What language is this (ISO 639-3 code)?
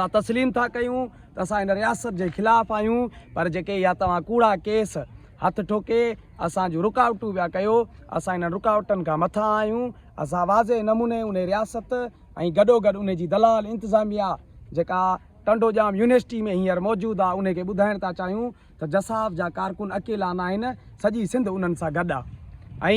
snd